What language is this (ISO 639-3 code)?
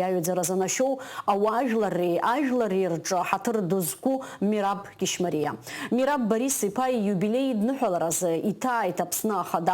abk